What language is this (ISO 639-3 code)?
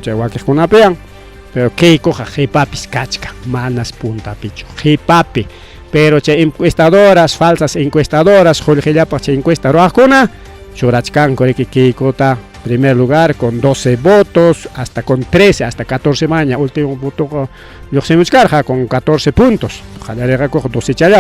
quy